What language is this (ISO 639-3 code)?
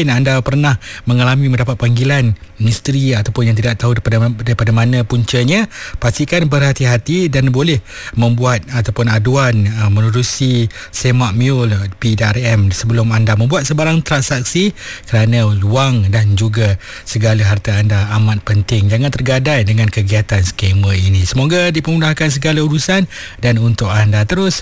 msa